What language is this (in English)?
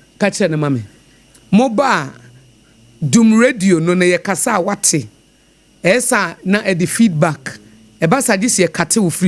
Akan